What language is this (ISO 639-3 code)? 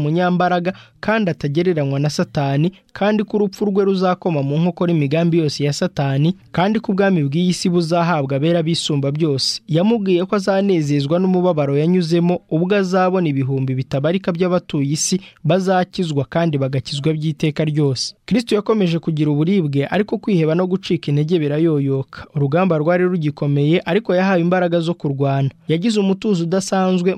kin